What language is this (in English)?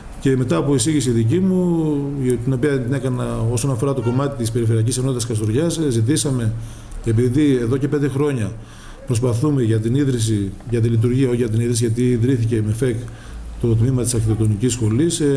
Greek